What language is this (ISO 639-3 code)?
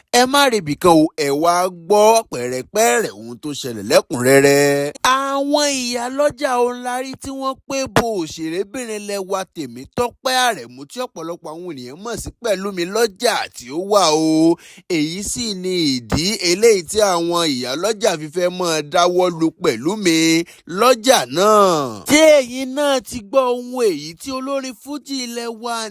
yor